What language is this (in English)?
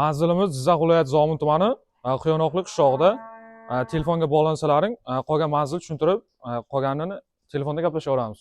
Uzbek